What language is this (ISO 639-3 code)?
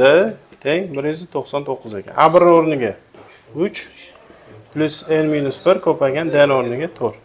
uzb